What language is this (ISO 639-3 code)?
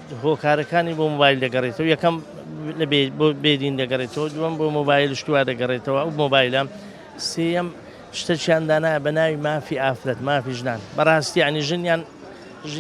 ckb